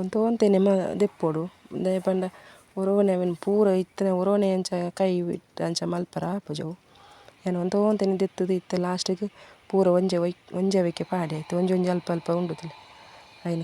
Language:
Tulu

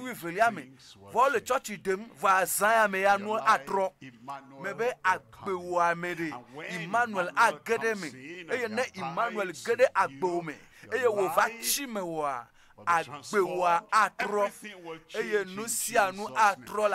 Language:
Ewe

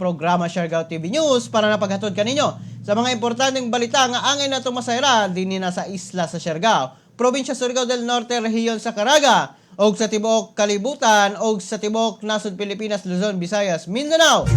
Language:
Cebuano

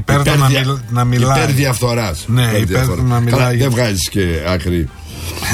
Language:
Greek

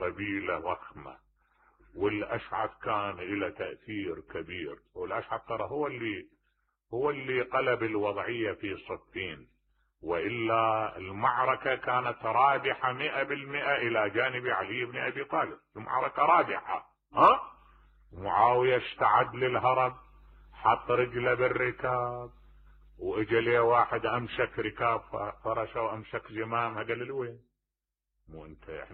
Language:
Mesopotamian Arabic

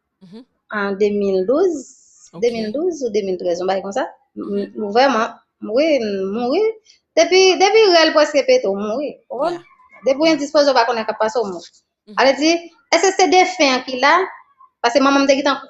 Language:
Haitian Creole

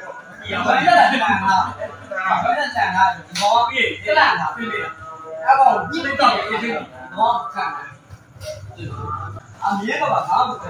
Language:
Burmese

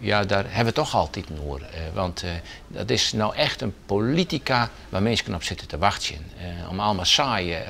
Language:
Western Frisian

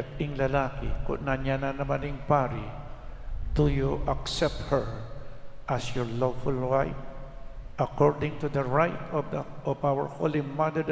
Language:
Pampanga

